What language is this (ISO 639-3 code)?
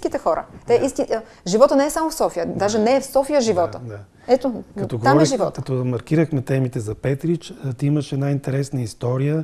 bul